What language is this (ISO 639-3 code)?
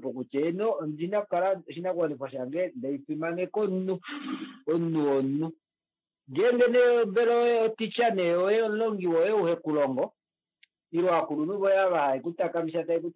kua